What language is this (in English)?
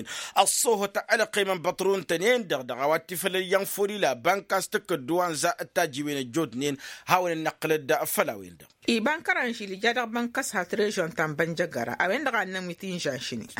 Tamasheq